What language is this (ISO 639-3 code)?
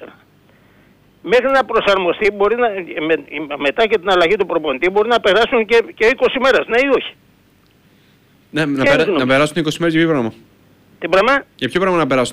ell